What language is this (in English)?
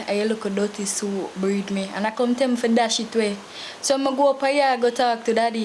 Jamaican Creole English